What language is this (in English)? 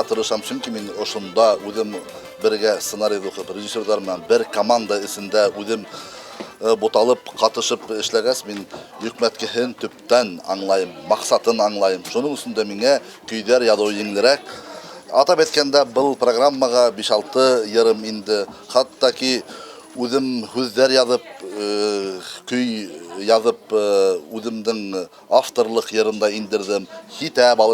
Bashkir